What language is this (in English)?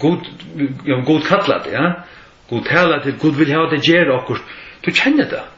Faroese